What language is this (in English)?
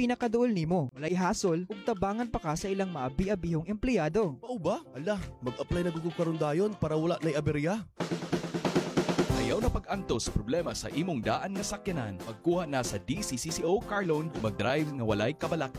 Cebuano